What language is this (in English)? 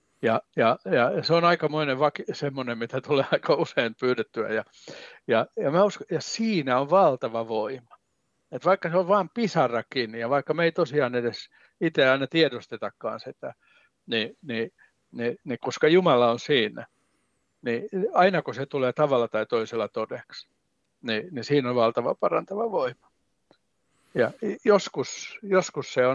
Finnish